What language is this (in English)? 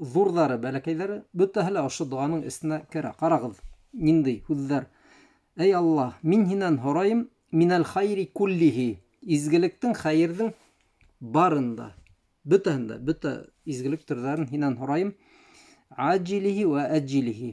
Bashkir